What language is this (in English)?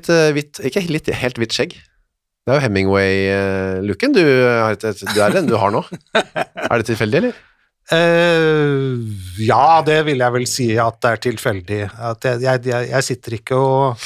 Norwegian